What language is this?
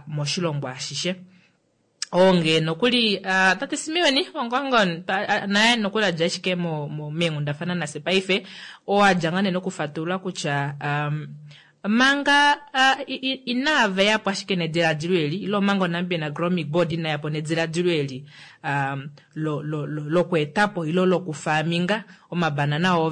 Kuanyama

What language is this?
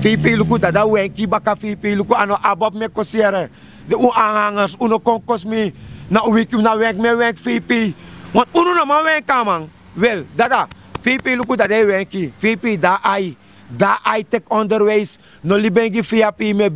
Sranan Tongo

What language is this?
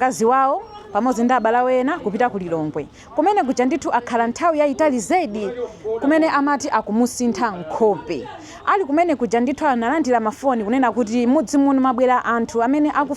Nyanja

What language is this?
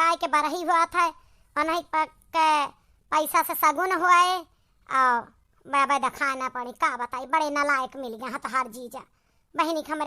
Awadhi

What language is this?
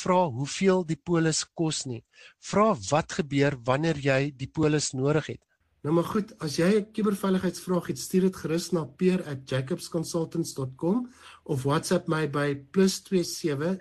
Afrikaans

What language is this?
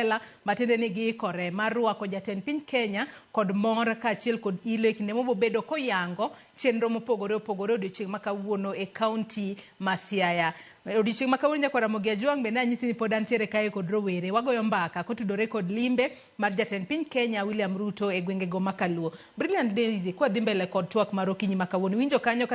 Luo (Kenya and Tanzania)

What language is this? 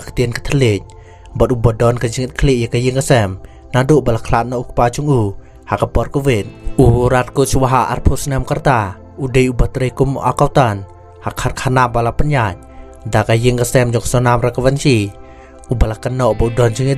Khasi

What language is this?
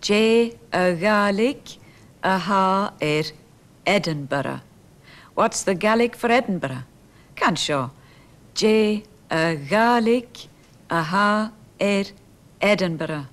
Scottish Gaelic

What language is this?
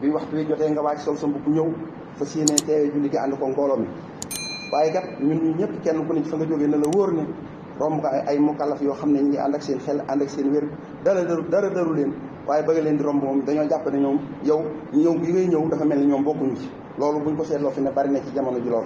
Wolof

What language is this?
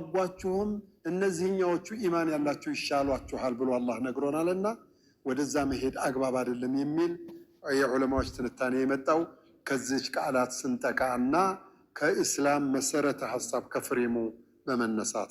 Amharic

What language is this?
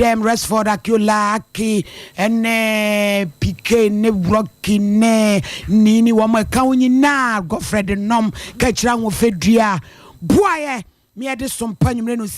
Akan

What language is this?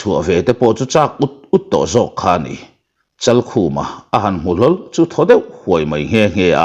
Mizo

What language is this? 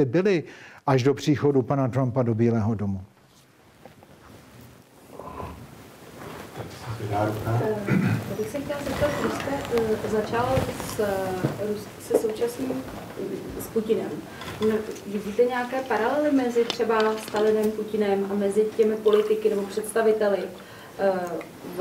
Czech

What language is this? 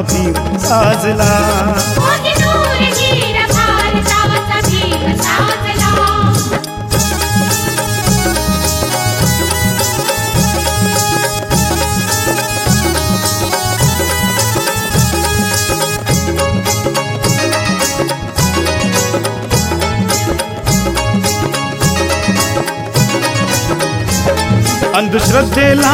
Marathi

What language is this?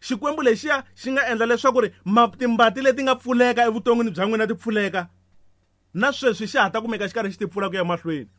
Tsonga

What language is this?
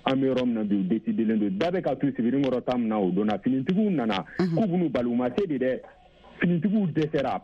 Bambara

